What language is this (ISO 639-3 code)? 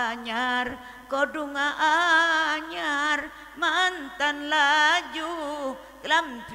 mad